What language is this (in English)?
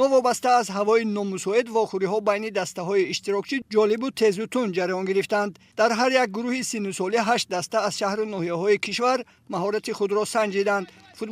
Tajik